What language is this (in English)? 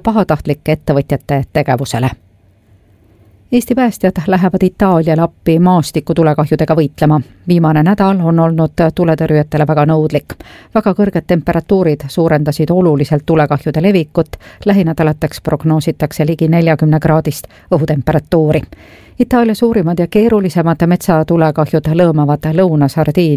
Estonian